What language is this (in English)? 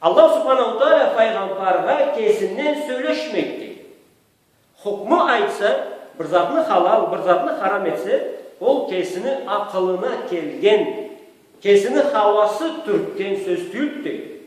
Karachay-Balkar